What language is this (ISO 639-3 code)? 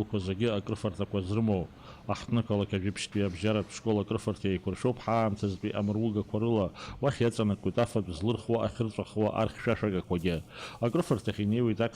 abk